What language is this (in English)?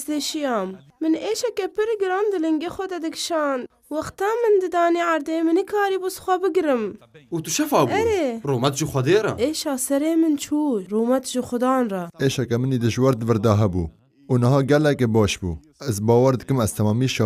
Kurdish